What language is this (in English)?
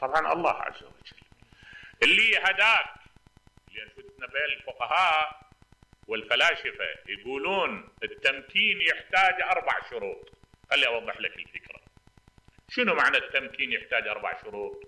Mesopotamian Arabic